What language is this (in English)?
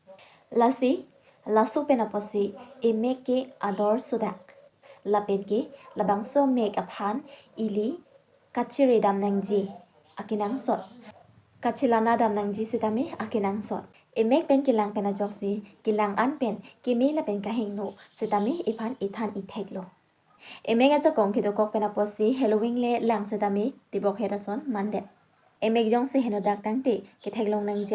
Karbi